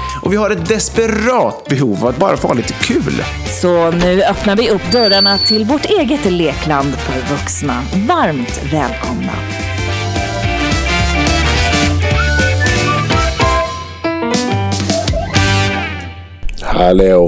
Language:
Swedish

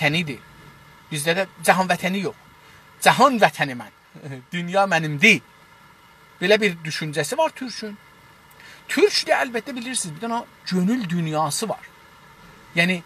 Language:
South Azerbaijani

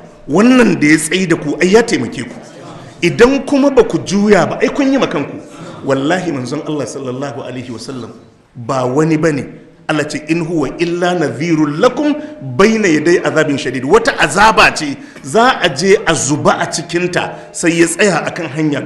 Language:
Hausa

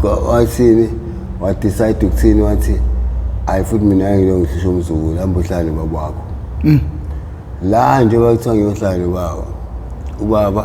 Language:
Zulu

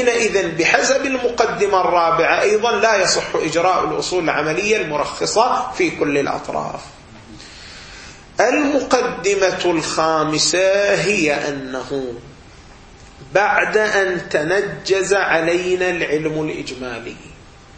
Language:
Arabic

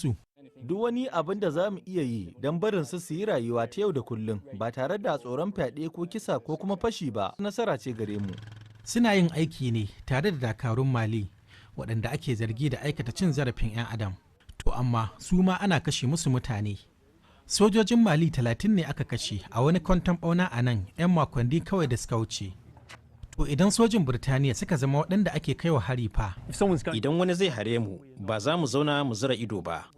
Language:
Hausa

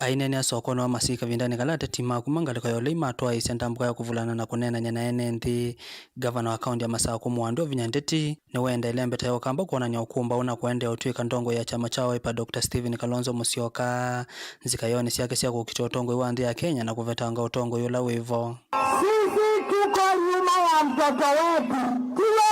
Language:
Kamba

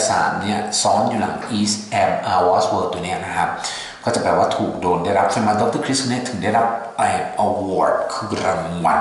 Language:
Thai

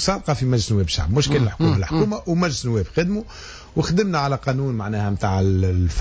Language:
Tunisian Arabic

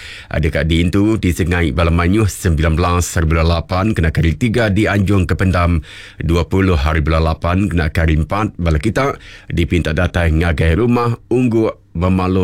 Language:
Iban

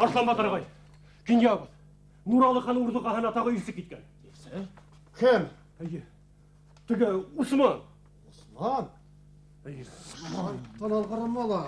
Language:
Bashkir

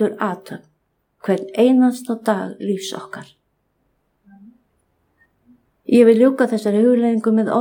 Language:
Icelandic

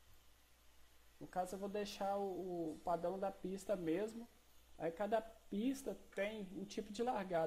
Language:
Portuguese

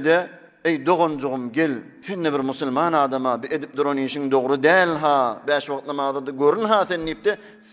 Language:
Turkmen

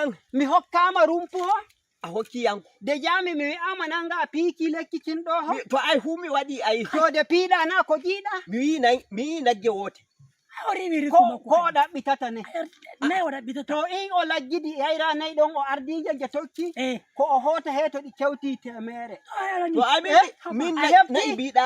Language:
Nigerian Fulfulde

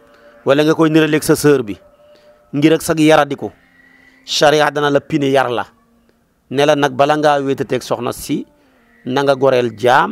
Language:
Wolof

